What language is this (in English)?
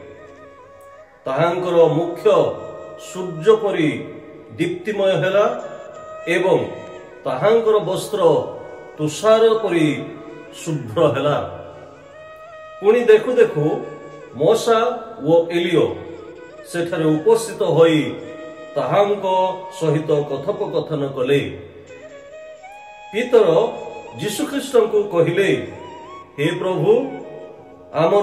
Odia